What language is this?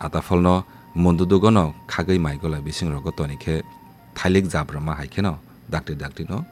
Kok Borok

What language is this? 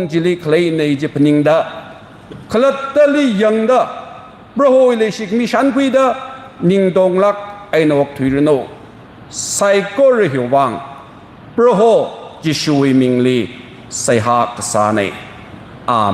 Tangkhul Naga (India)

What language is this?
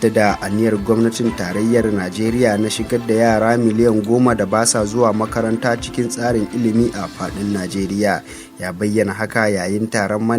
Hausa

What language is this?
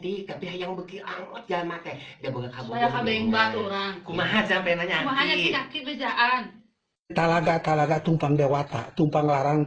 Sundanese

